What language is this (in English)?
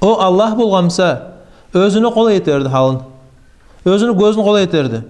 Kumyk